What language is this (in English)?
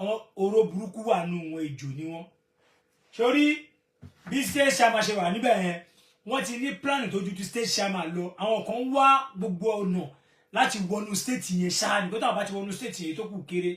Yoruba